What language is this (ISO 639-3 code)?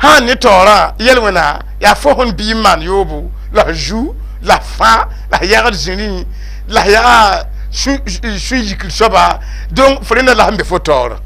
mos